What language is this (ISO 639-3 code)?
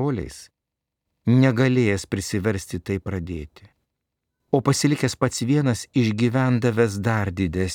lit